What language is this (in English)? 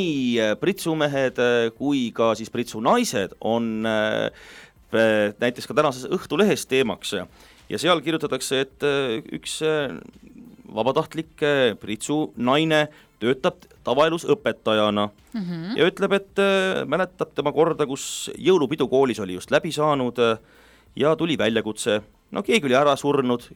Estonian